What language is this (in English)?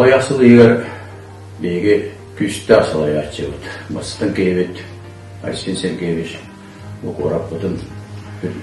Yakut